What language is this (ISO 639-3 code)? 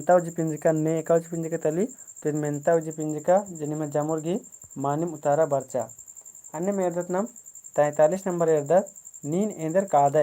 kru